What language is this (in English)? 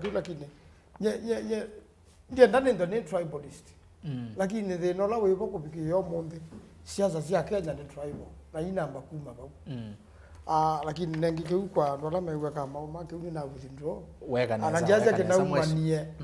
Kamba